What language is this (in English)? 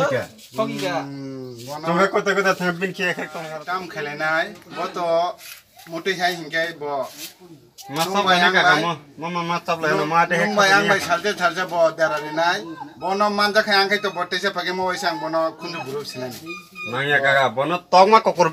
Kok Borok